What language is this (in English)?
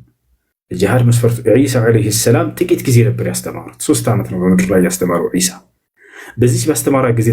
Amharic